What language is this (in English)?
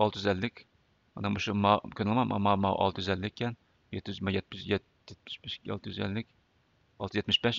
Uyghur